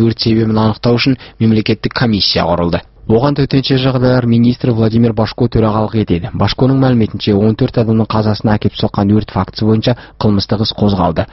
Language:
Kazakh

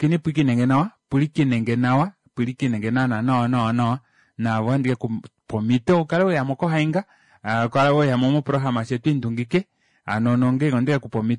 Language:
Kuanyama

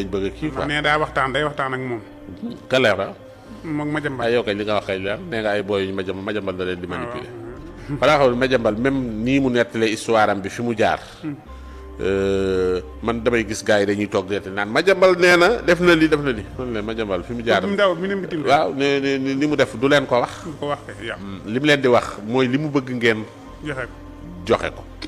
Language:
Wolof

